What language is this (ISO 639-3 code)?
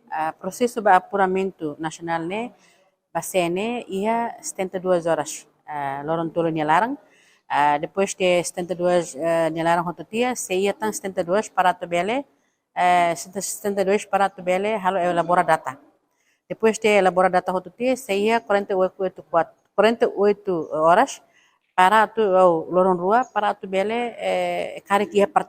tet